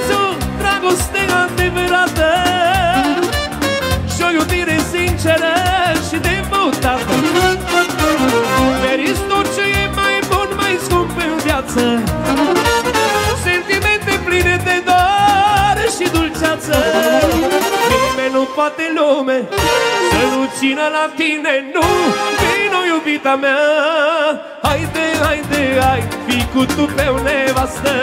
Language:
Romanian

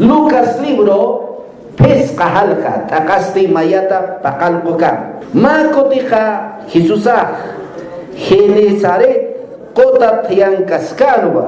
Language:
Aymara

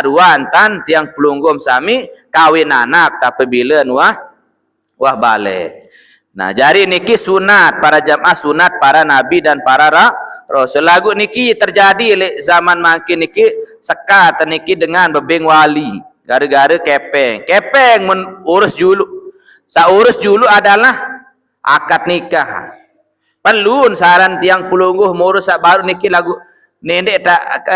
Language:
Sasak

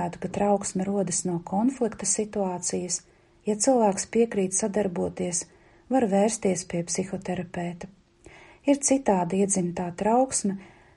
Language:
Latvian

